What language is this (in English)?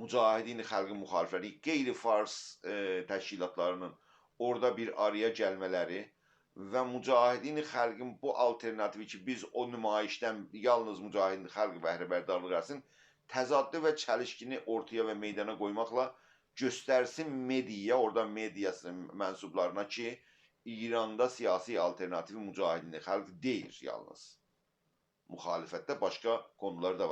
South Azerbaijani